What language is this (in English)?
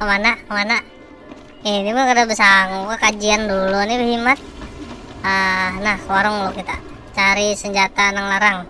Banjar